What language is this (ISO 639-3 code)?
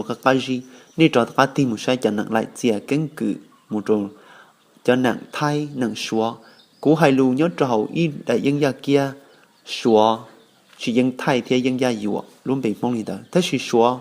hmn